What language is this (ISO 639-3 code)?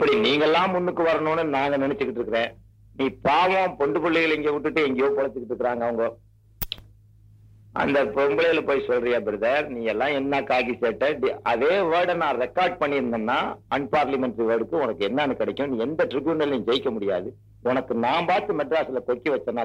tam